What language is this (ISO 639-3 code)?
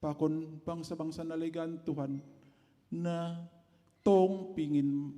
bts